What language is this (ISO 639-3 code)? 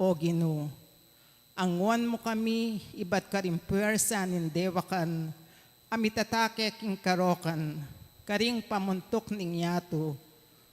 pam